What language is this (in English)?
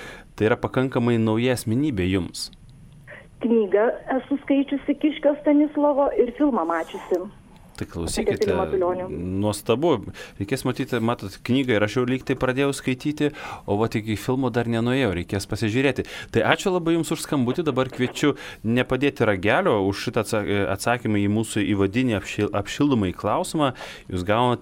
Lithuanian